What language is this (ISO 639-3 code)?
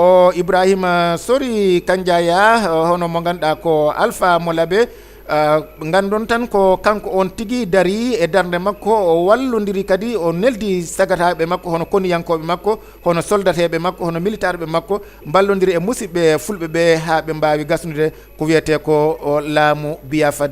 ful